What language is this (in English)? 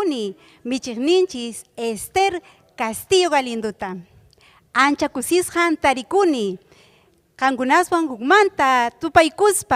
Ayacucho Quechua